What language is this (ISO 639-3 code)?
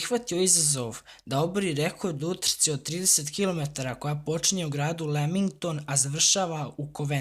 bos